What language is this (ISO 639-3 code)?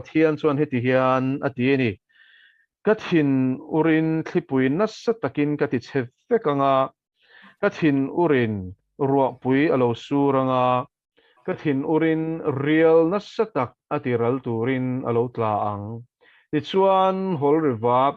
lus